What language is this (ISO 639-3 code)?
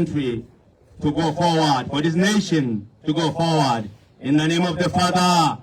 tsn